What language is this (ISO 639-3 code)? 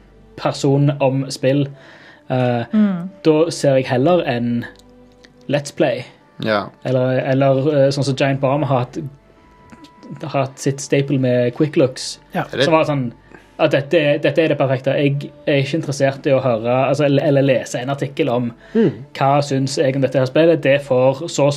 nor